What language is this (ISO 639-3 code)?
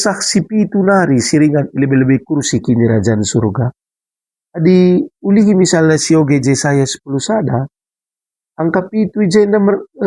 btx